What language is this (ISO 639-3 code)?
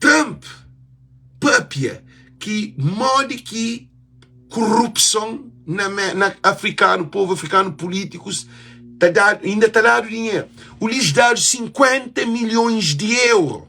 kea